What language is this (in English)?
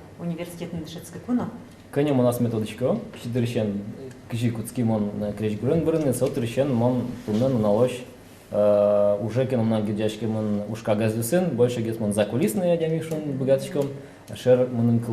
Udmurt